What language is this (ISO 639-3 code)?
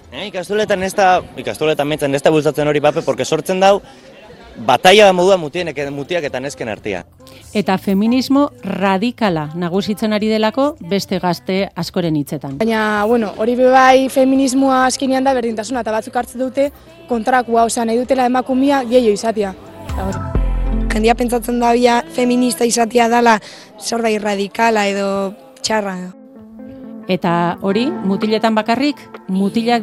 eus